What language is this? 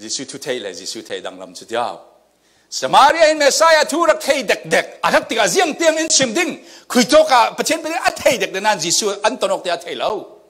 Falam Chin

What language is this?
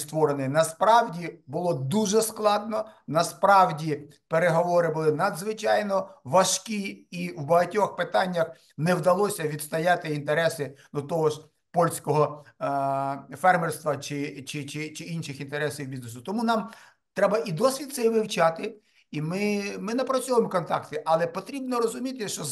Ukrainian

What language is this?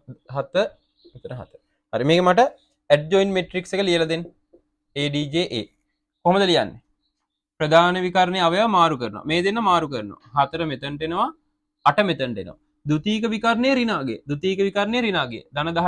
Sinhala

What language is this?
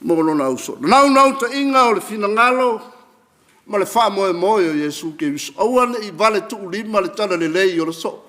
Samoan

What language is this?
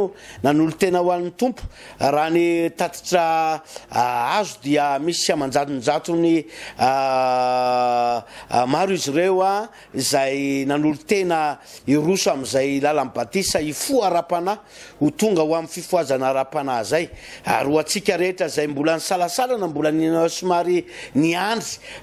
Malagasy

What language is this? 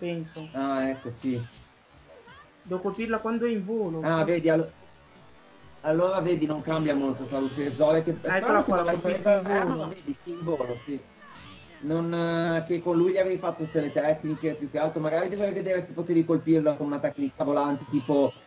Italian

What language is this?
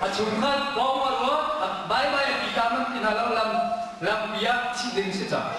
Hakha Chin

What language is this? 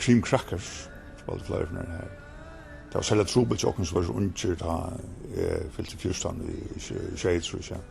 Faroese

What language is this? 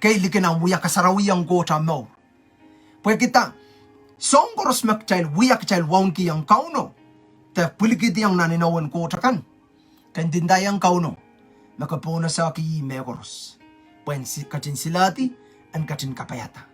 Pohnpeian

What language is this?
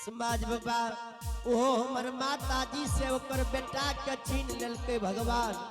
Angika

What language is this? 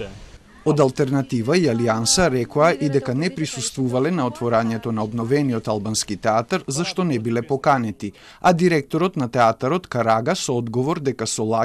Macedonian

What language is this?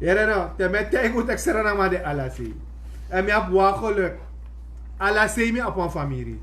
Sranan Tongo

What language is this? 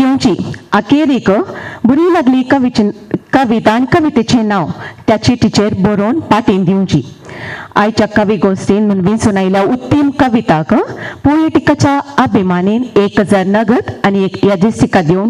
Konkani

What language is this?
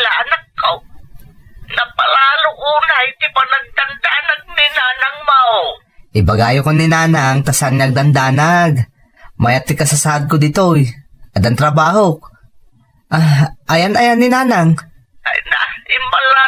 Iloko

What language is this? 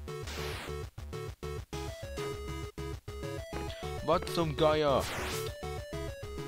German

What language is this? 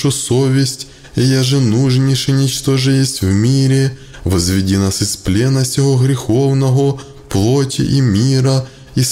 Church Slavic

